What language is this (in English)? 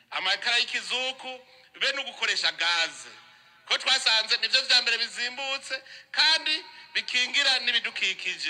Rundi